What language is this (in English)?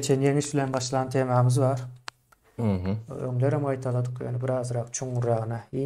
Turkmen